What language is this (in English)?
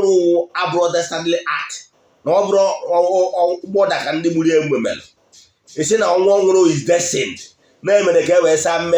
Igbo